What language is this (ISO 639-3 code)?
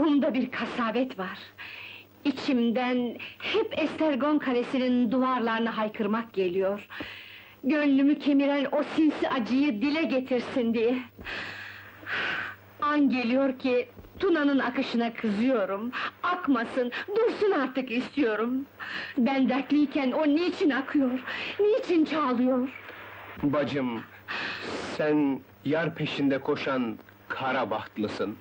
tur